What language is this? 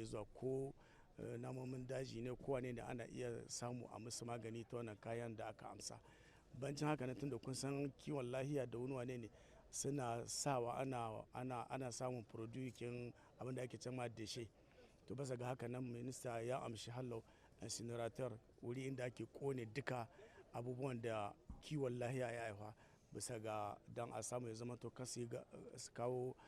Hausa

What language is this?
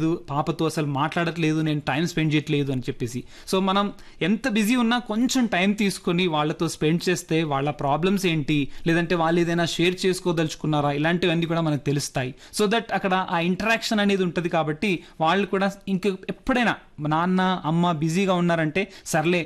Telugu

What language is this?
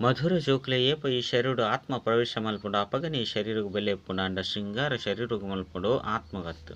Tulu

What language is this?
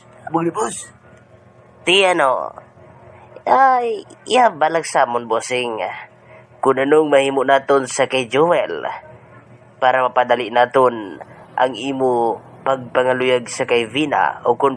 Hiligaynon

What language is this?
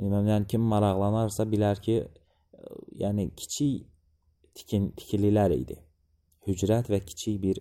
Azerbaijani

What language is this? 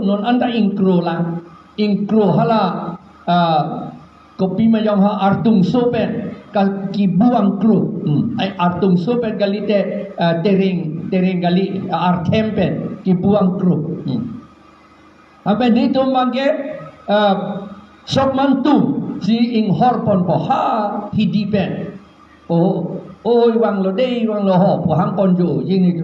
Karbi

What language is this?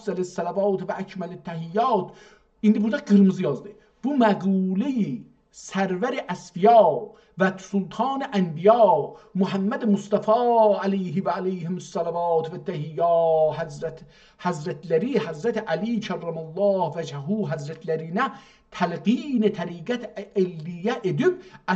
South Azerbaijani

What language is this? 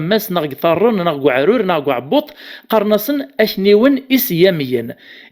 Kabyle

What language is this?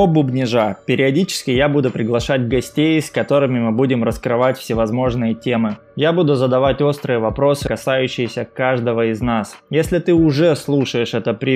Russian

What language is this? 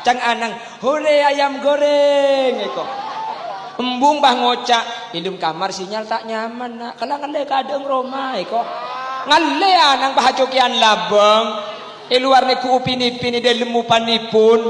Madurese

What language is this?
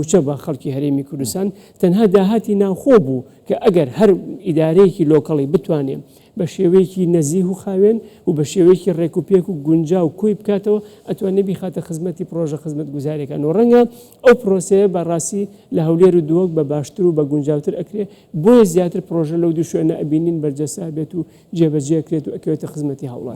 Central Kurdish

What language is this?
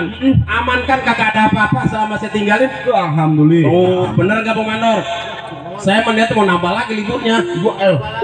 Betawi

